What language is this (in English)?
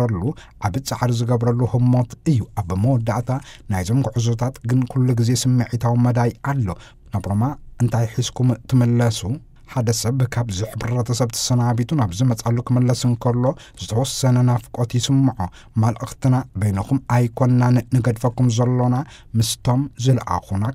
Tigrinya